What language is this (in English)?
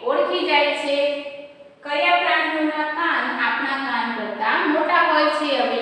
Gujarati